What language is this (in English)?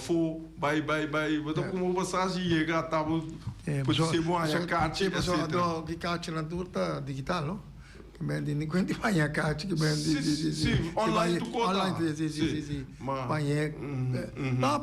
Papiamento